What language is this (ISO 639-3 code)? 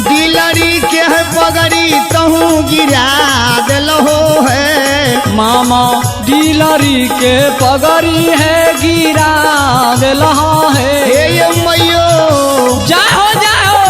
mai